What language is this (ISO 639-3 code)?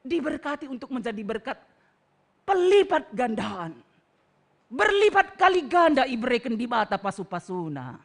btx